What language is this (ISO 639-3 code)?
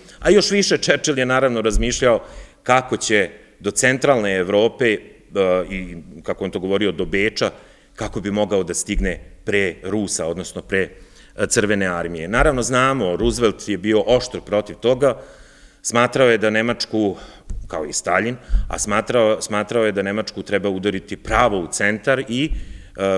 srp